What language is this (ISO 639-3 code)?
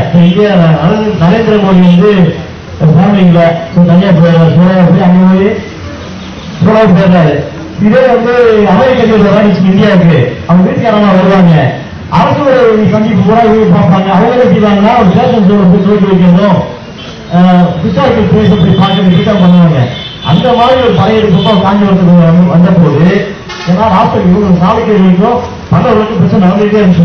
tam